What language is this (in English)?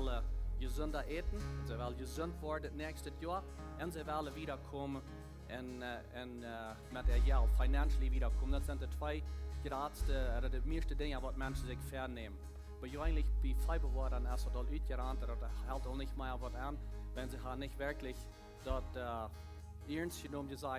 Plautdietsch